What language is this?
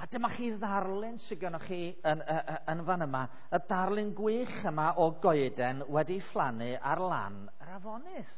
Welsh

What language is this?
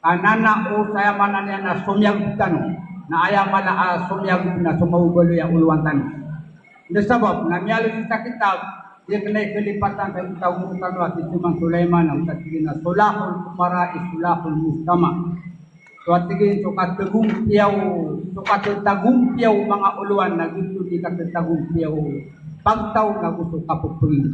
Maranao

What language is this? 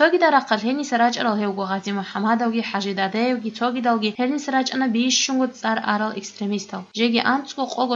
Avaric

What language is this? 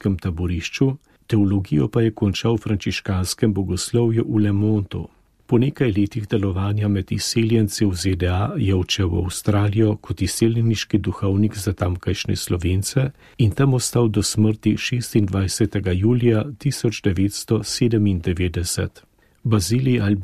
Slovenian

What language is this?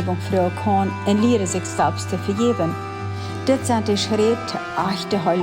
Plautdietsch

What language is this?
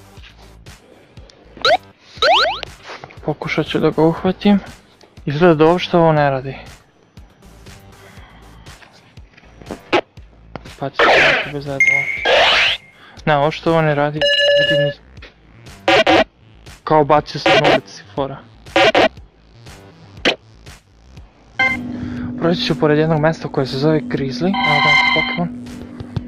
Serbian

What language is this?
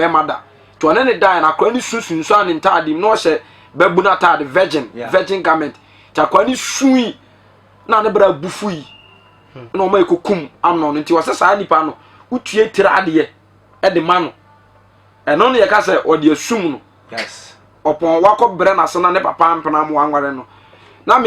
Akan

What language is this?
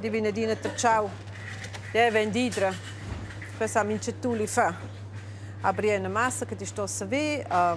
Romansh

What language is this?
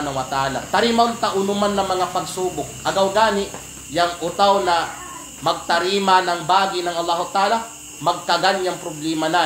Kalagan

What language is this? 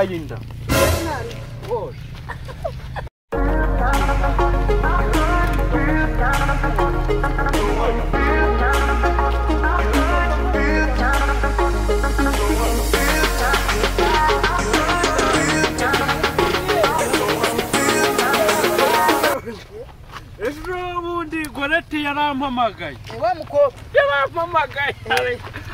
Kinyarwanda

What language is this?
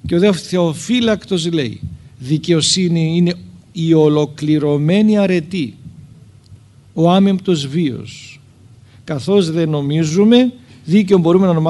Greek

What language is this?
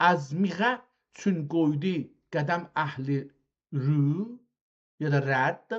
South Azerbaijani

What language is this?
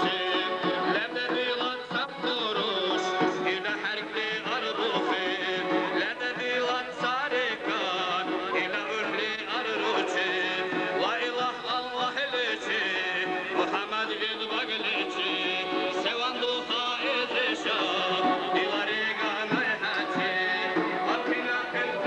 Dargwa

